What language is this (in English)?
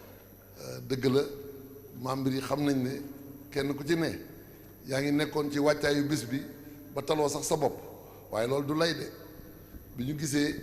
Wolof